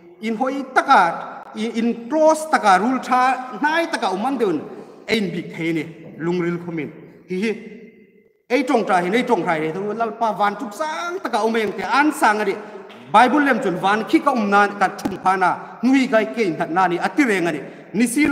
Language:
Hmar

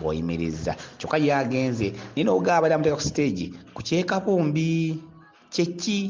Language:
Ganda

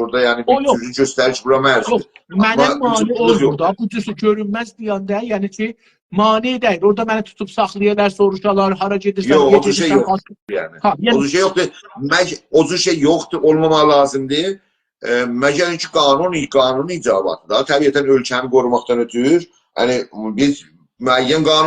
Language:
South Azerbaijani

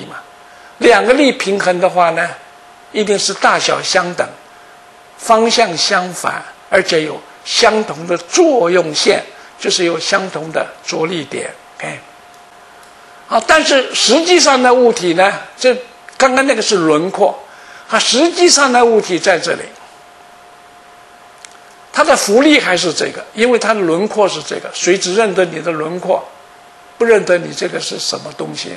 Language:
Chinese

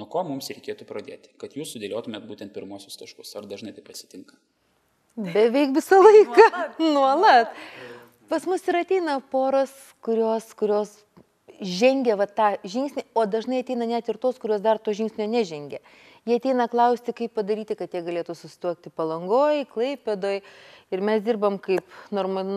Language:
Lithuanian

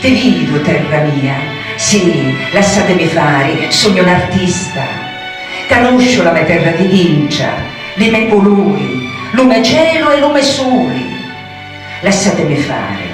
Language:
Sicilian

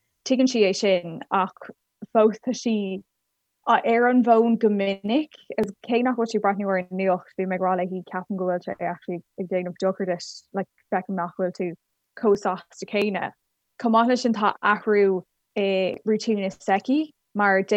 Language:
Irish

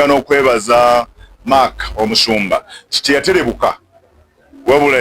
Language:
Ganda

